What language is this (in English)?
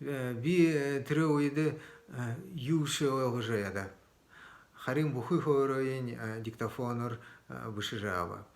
Buriat